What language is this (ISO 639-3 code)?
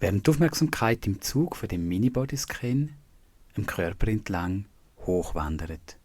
gsw